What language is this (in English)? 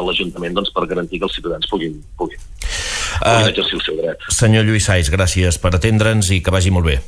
Catalan